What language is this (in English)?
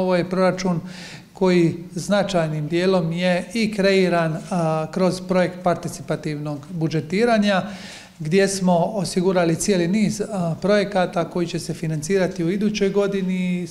Croatian